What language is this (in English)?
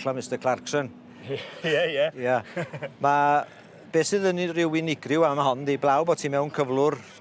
Welsh